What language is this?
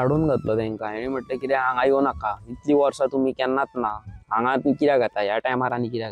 Konkani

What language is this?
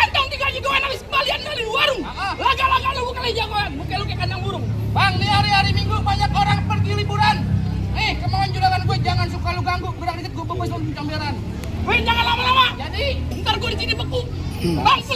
Betawi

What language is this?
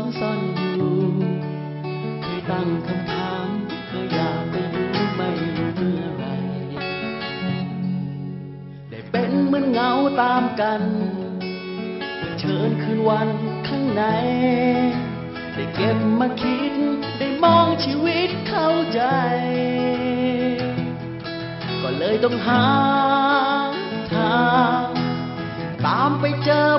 Thai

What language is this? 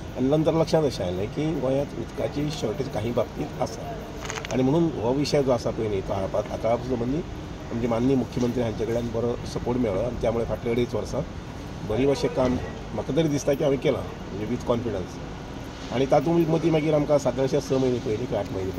Konkani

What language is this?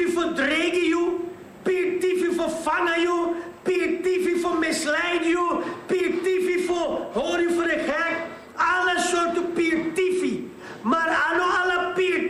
Sranan Tongo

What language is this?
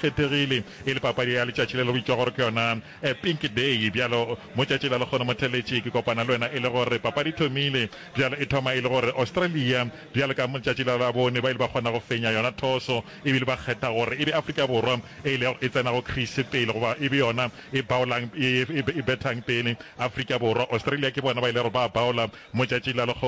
Northern Sotho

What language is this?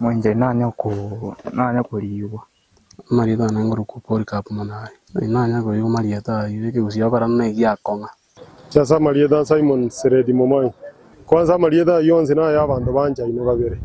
Gusii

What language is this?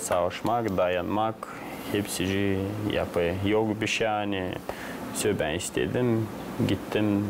Gagauz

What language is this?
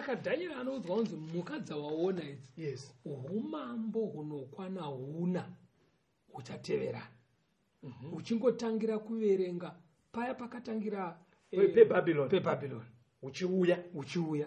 Shona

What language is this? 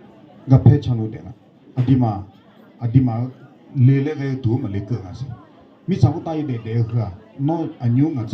Akha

